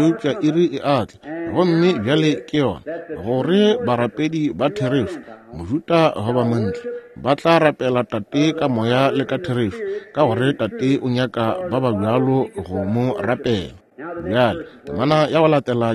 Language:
Northern Sotho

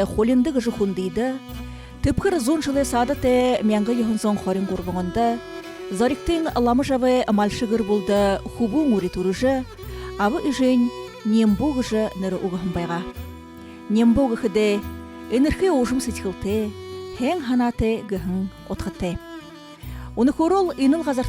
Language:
Buriat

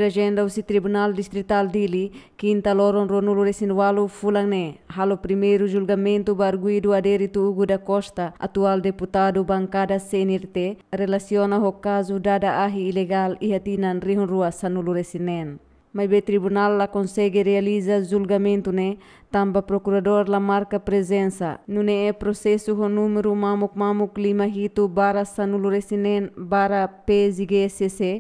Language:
Tetum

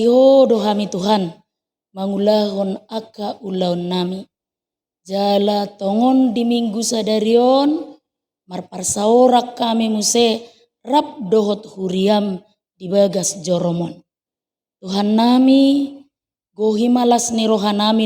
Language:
Batak Toba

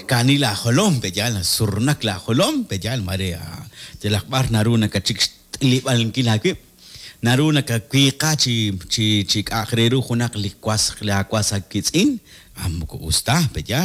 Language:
Kekchí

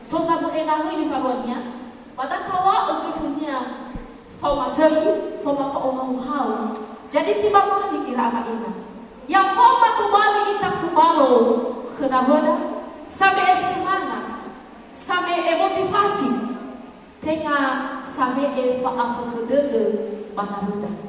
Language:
Nias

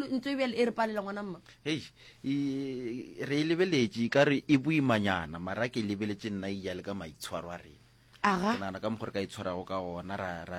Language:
Northern Sotho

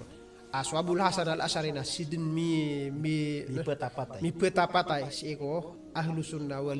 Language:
Maranao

